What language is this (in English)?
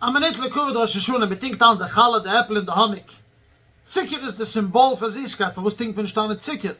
Yiddish